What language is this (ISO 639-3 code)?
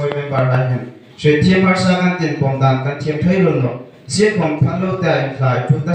hmr